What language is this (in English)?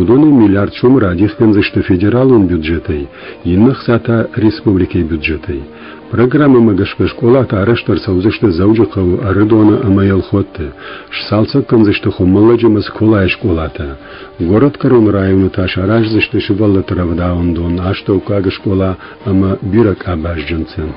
Ossetic